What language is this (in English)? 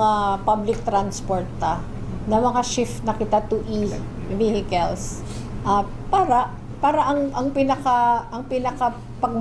Bikol